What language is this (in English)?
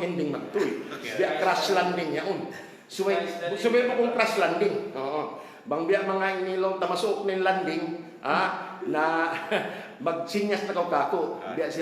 Tausug